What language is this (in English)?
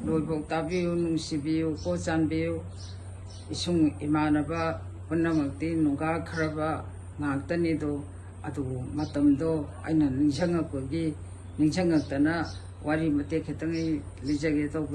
Manipuri